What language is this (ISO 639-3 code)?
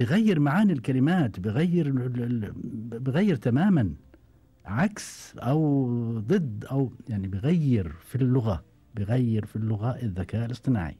afb